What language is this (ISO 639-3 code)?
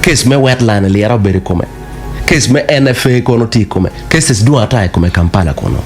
ach